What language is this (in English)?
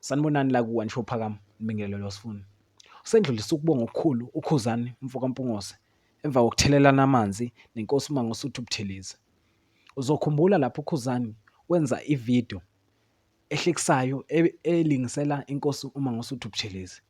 Zulu